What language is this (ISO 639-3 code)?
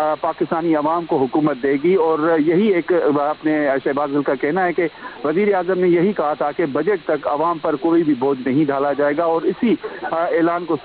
urd